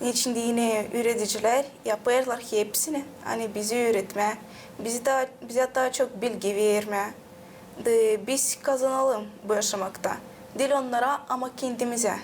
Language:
Gagauz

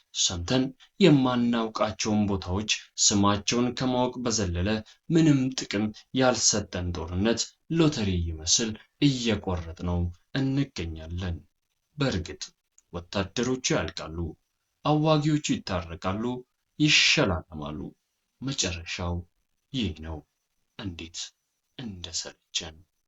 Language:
Amharic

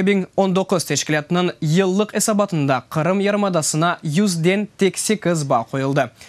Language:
Crimean Tatar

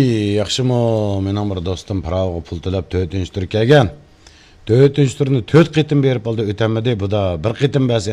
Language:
Uyghur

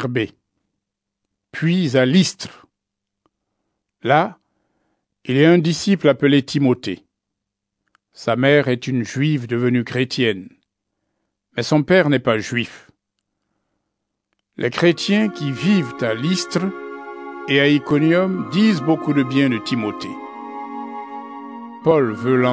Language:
French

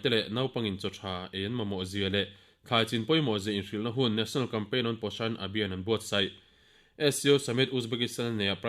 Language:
Mizo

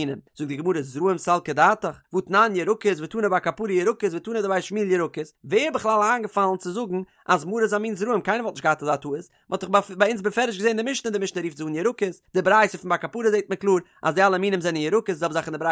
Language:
Yiddish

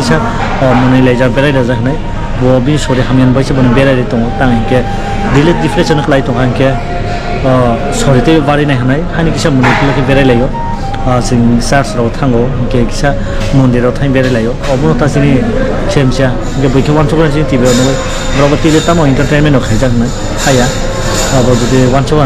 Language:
Kok Borok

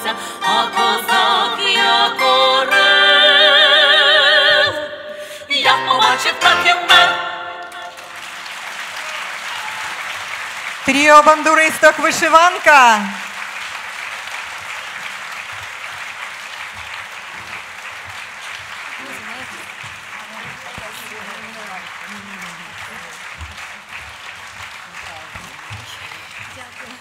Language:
Ukrainian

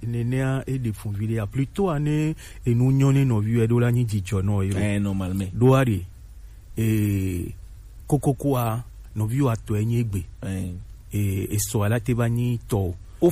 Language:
Gen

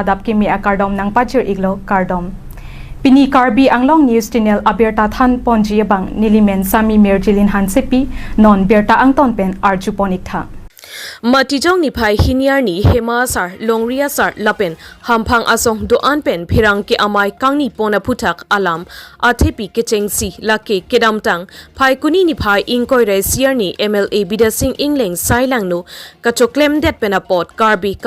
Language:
Karbi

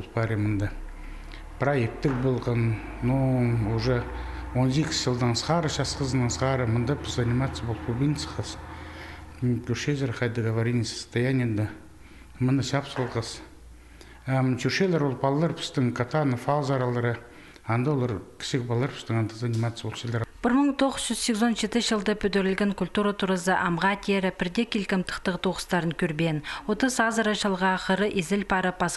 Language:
Khakas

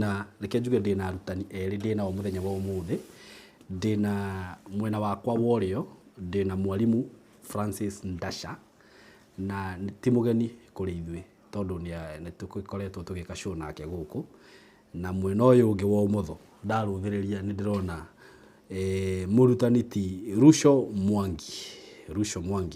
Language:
Kikuyu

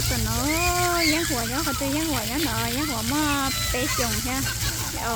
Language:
Hmong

